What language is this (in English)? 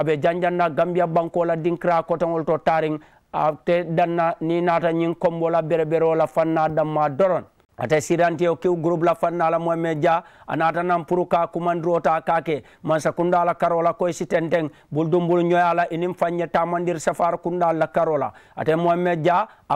Mandingo